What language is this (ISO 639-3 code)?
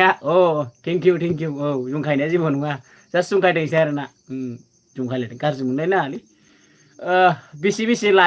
brx